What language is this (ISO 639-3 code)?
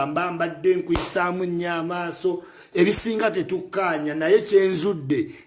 lug